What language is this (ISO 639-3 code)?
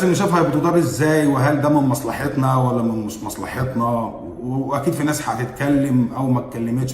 arz